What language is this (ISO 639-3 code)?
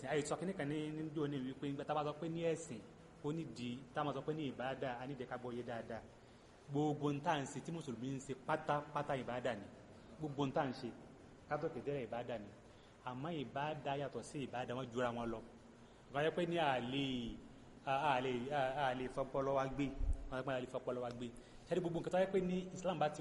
yor